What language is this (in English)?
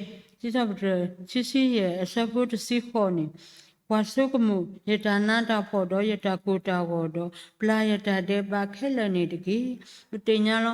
S'gaw Karen